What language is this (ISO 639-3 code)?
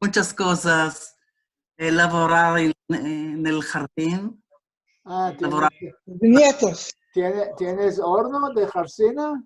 lad